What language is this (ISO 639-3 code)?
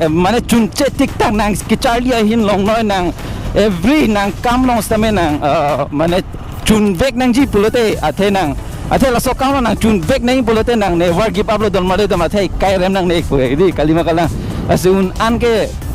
mjw